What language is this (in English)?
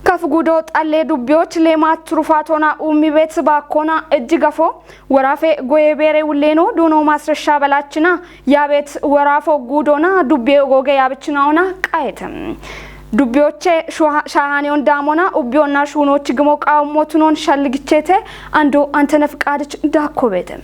Kafa